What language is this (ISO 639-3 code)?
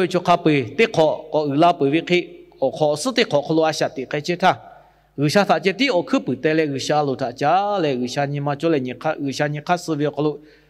lhu